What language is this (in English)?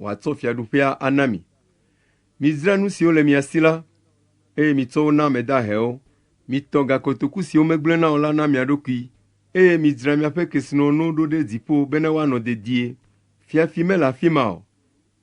Ewe